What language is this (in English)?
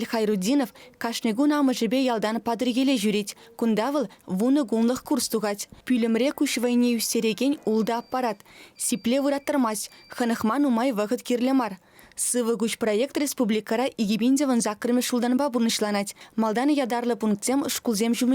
Chuvash